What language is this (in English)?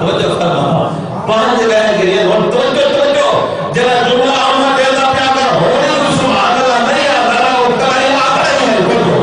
Saraiki